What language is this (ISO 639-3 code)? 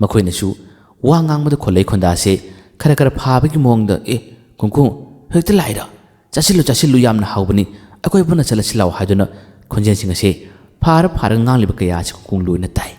mni